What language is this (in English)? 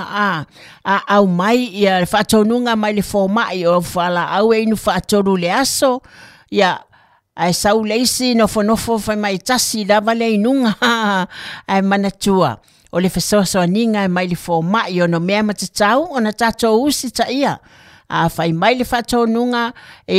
Samoan